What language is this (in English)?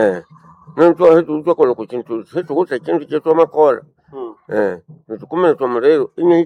Nande